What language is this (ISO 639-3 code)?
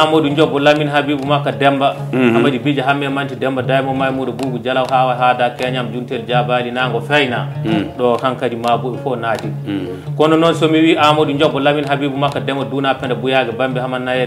ful